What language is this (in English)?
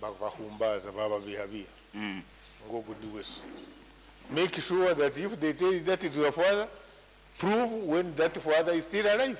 Nyankole